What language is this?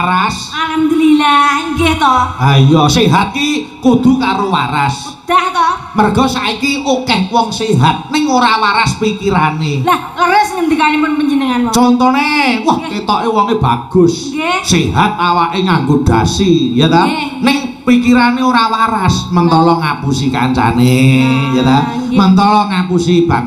Javanese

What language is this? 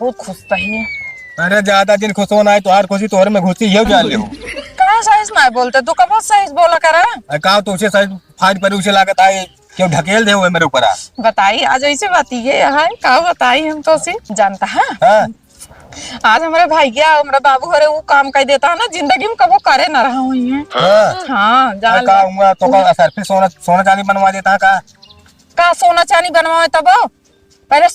Awadhi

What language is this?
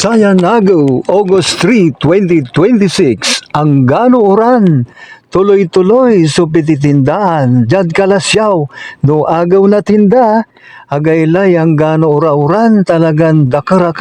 Pangasinan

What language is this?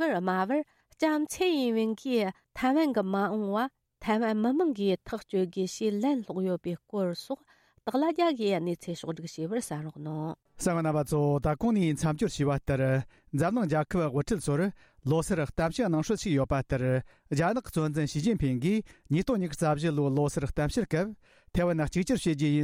Tibetan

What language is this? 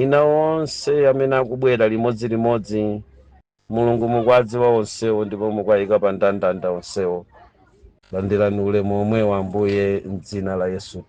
Nyanja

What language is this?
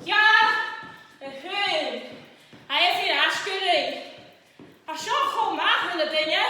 Scottish Gaelic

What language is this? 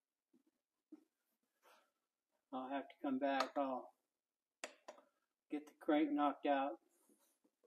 English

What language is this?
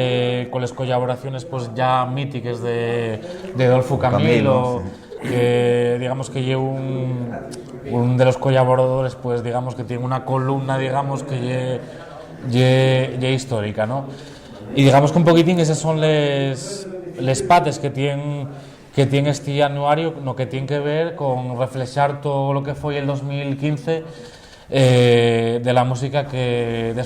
Asturian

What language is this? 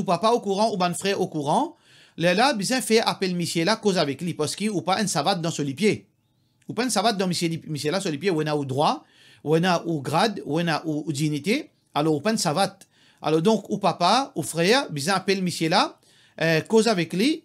Morisyen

